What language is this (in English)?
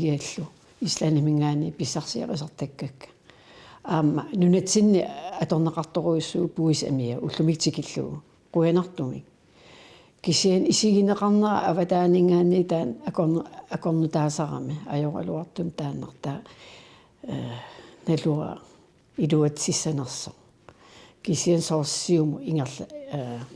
Kalaallisut